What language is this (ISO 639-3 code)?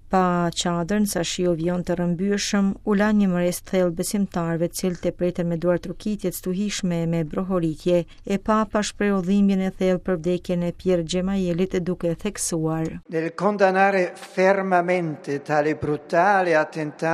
sqi